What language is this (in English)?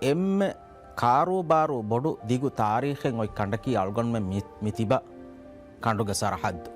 Divehi